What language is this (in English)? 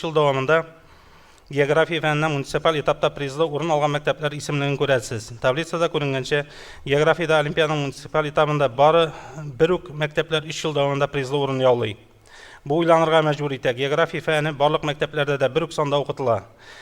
Tatar